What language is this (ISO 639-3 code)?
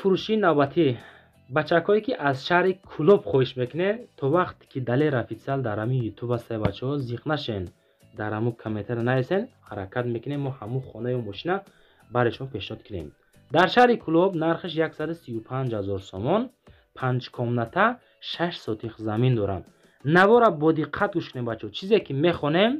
tgk